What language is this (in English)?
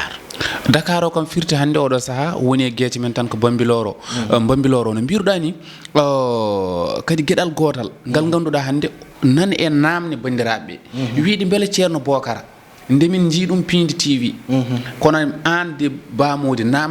Fula